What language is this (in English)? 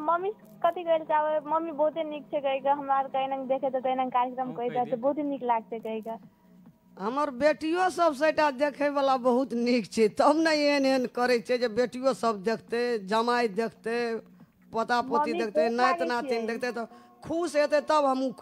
Maithili